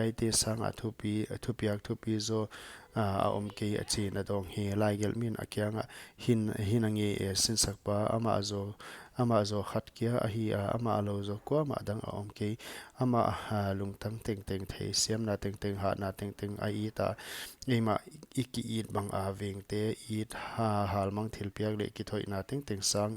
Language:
Paite Chin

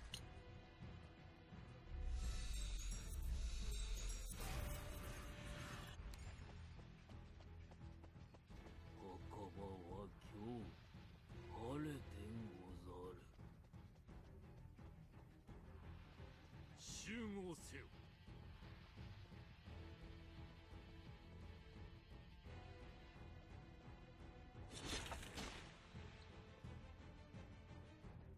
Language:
Japanese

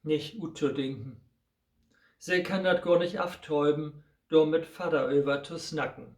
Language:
Low German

